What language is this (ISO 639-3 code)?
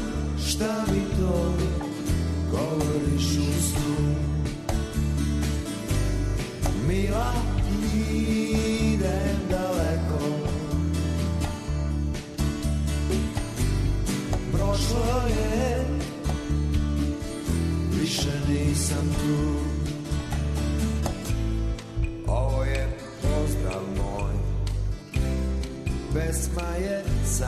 srp